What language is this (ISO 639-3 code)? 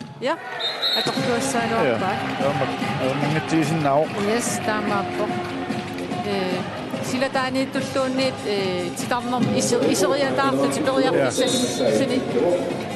kal